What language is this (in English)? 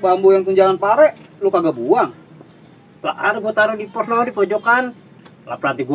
Betawi